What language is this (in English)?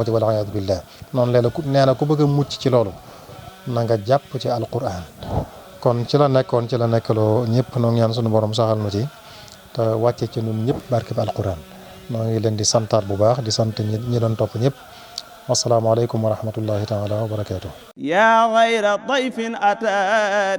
Wolof